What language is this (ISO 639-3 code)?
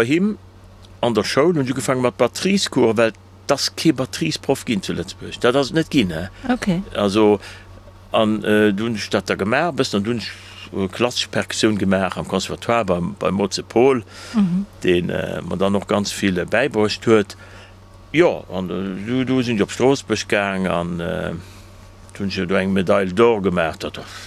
ltz